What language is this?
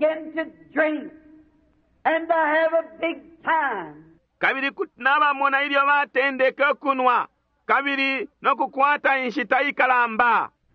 Bemba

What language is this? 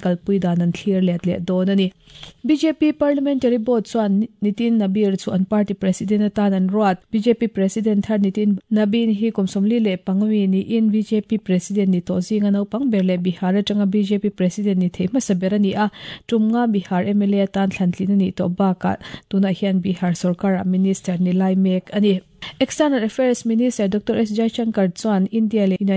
Mizo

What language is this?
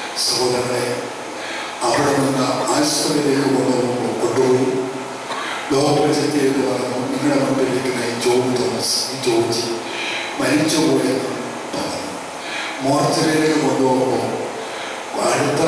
Malayalam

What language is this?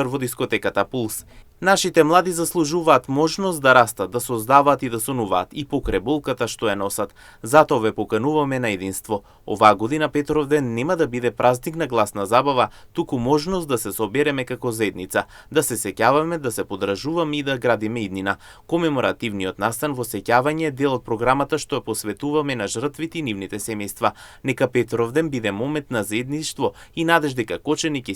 Macedonian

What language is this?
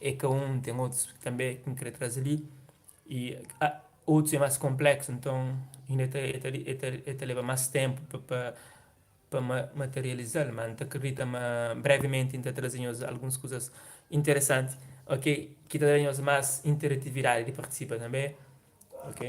Kabuverdianu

